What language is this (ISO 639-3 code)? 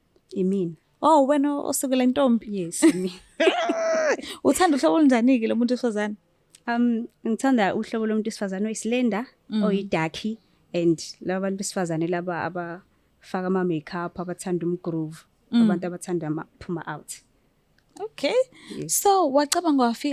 zul